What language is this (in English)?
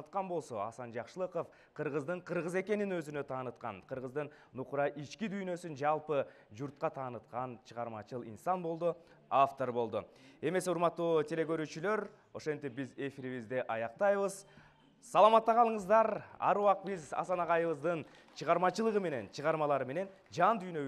Kyrgyz